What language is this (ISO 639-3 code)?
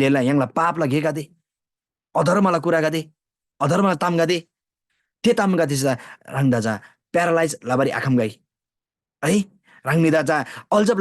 taj